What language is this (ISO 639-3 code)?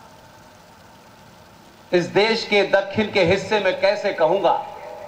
kan